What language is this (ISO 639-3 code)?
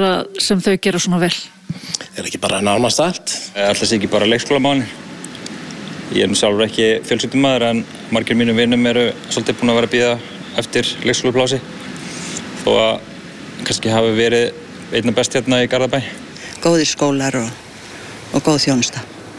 isl